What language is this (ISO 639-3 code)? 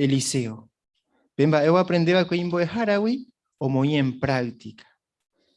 grn